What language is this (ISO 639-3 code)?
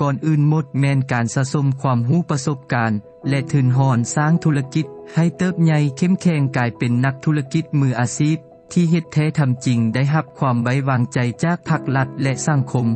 lao